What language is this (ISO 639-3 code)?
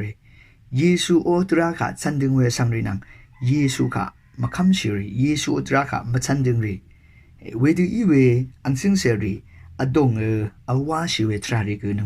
raw